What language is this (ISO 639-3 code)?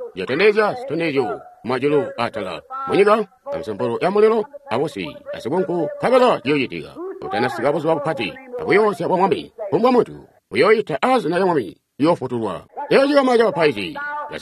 toi